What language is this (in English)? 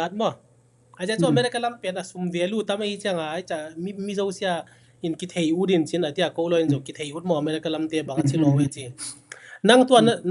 Tedim Chin